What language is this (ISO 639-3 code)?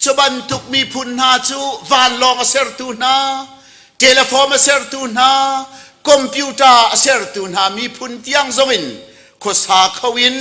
cnh